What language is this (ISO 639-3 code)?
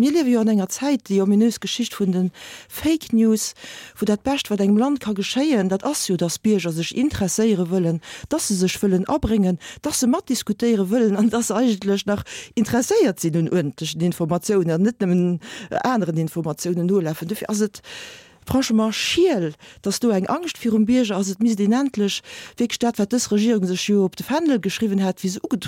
ltz